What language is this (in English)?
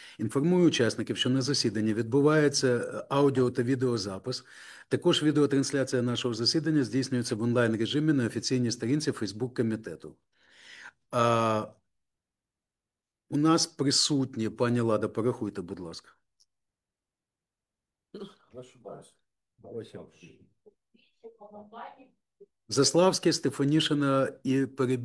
Ukrainian